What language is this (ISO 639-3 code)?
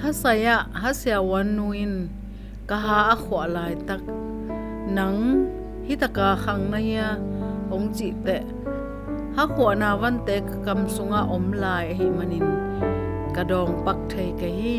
ctd